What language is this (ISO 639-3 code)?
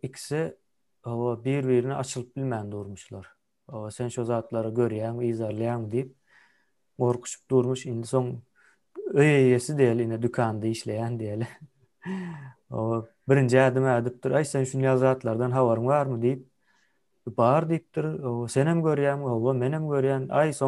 tuk